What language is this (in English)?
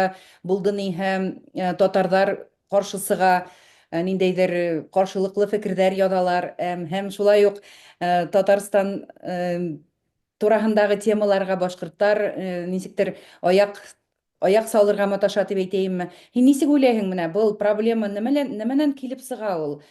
Bashkir